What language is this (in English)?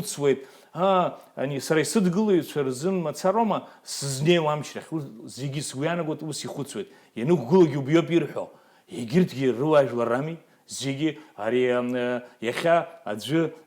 Abkhazian